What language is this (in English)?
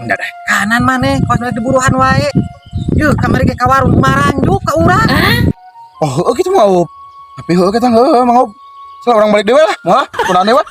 Sundanese